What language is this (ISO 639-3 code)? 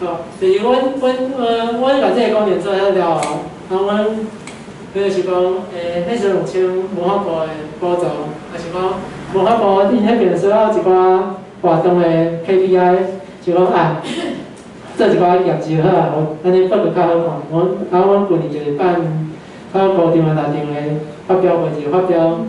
nan